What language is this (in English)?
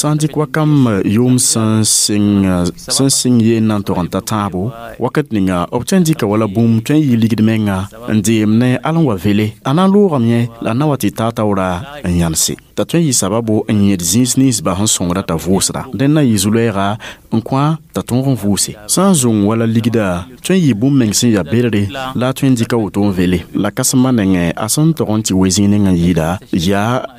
Mossi